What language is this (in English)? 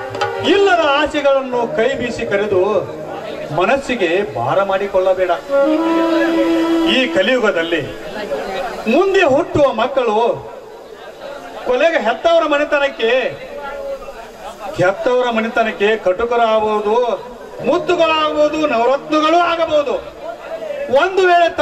Kannada